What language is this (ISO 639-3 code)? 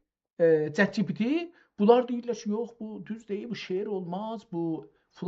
azb